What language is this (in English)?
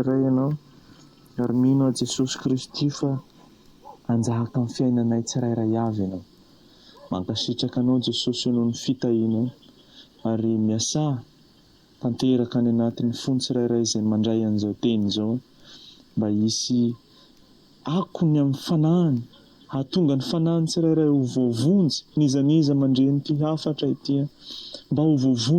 Malagasy